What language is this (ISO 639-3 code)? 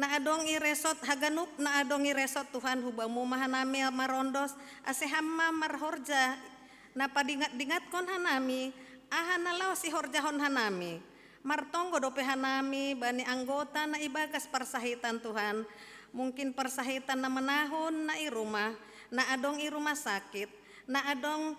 bts